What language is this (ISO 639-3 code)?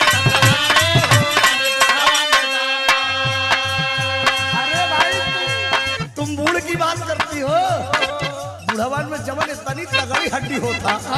bho